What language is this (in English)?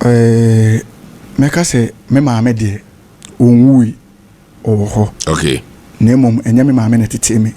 Akan